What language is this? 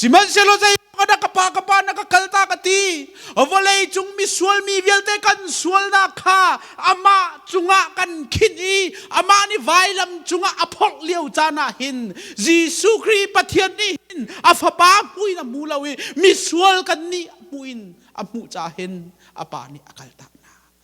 Hakha Chin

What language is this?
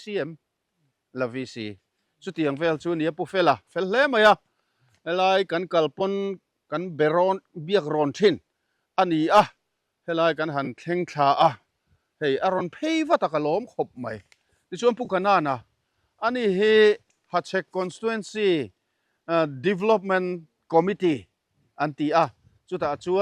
Mizo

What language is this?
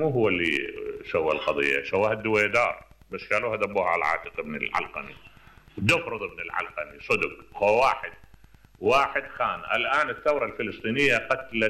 Mesopotamian Arabic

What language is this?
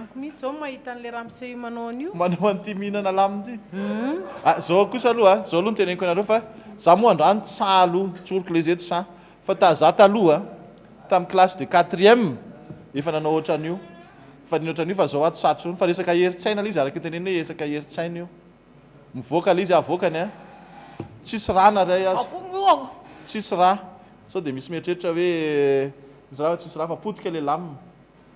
Malagasy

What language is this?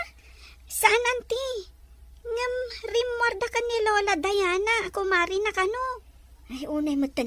Iloko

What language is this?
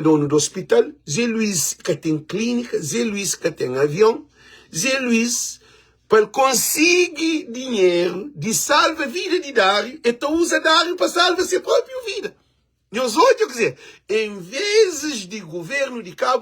Kabuverdianu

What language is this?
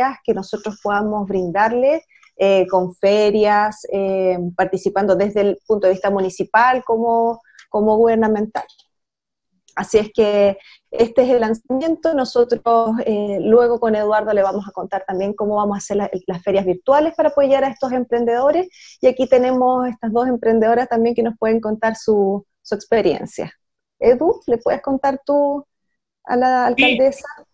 Spanish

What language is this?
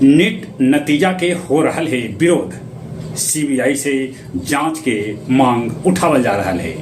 Magahi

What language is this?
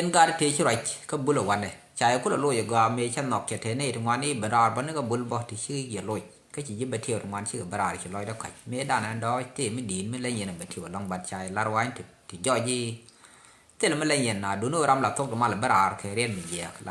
Nuer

